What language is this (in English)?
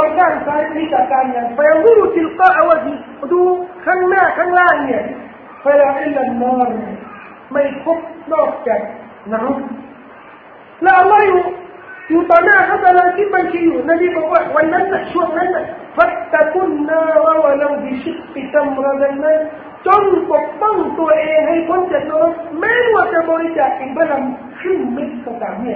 Thai